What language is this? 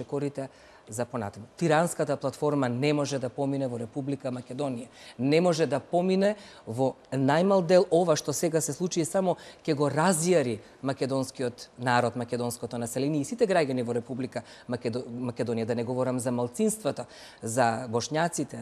Macedonian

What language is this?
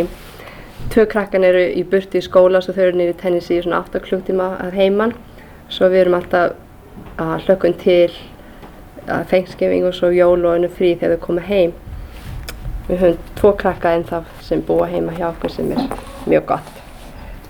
Icelandic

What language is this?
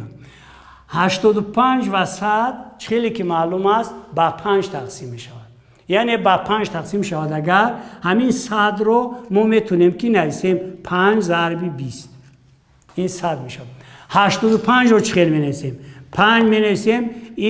Tajik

